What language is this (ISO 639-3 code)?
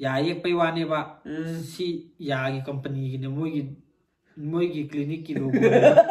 mni